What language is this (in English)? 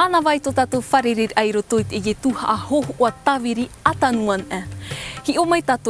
Tahitian